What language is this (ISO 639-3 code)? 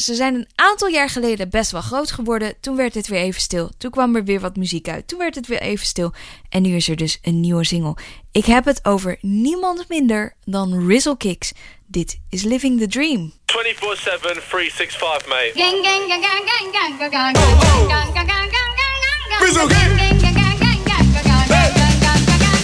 nld